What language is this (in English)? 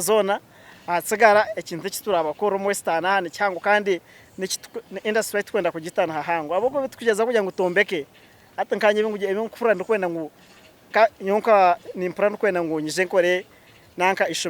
Nyankole